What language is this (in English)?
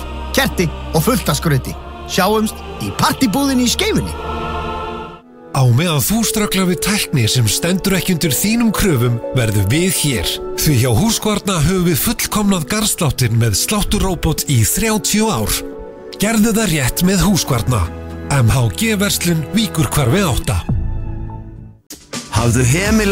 Icelandic